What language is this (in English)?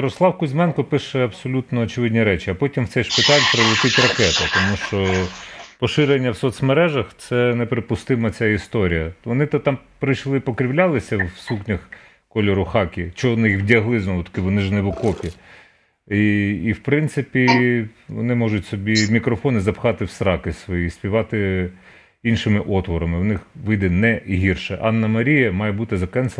Ukrainian